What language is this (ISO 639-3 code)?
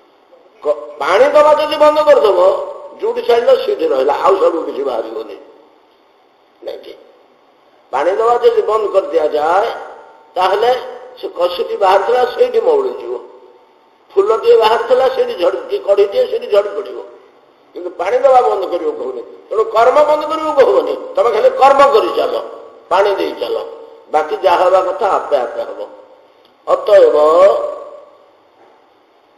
ori